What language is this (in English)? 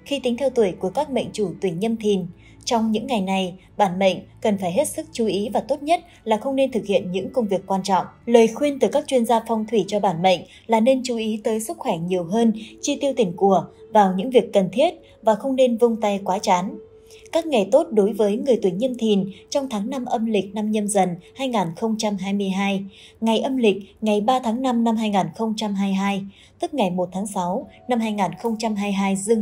Vietnamese